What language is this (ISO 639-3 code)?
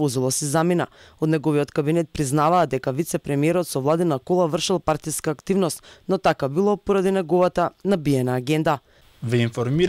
mkd